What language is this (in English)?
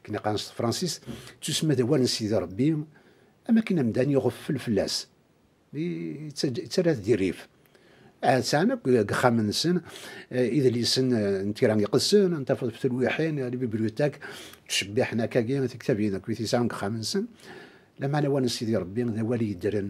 Kabyle